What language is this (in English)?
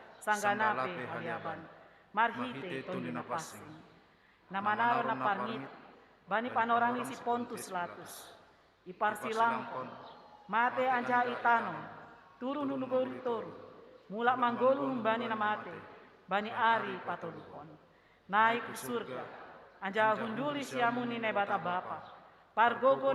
Batak Simalungun